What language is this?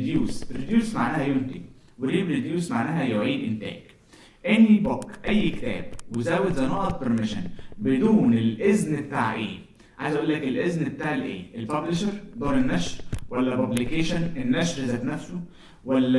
Egyptian Arabic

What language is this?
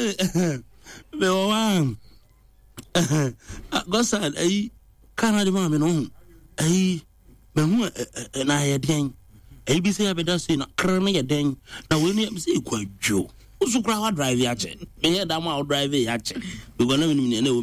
Akan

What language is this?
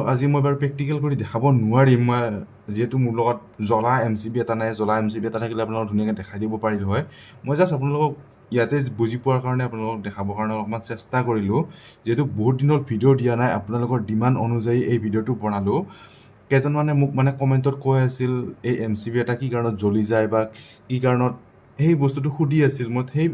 Assamese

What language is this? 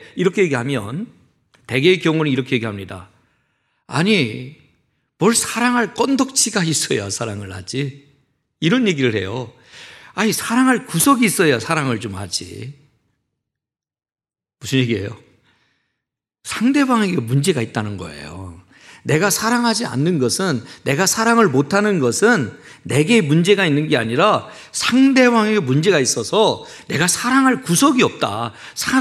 Korean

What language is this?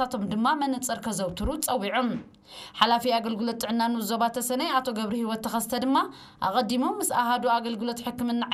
Tigrinya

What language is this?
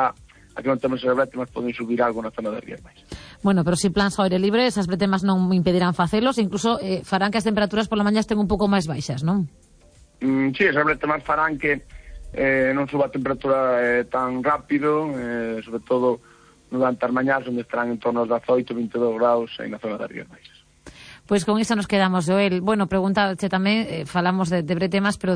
Galician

